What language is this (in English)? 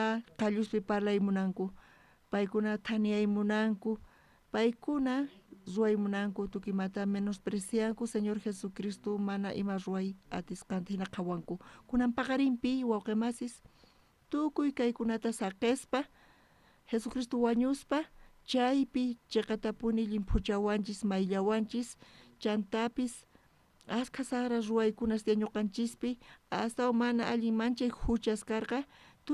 South Bolivian Quechua